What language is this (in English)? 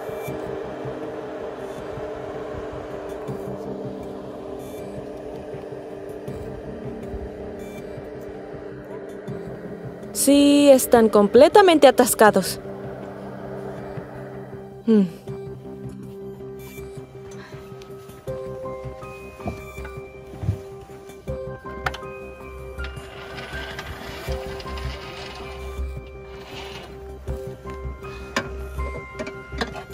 Spanish